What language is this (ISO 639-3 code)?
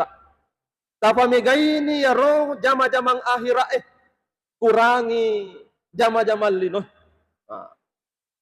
bug